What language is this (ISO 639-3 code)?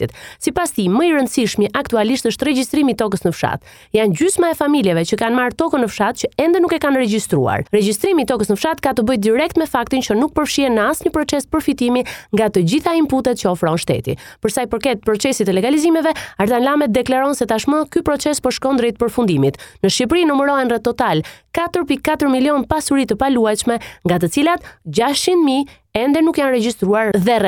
sqi